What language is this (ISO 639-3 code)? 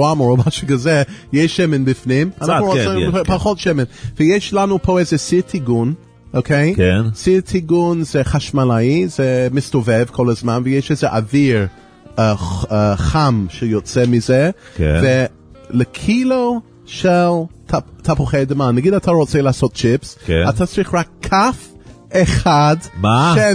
heb